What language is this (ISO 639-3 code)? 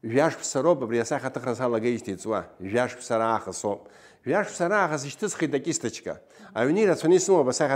abk